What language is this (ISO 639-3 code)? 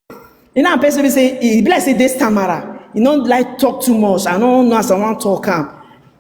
pcm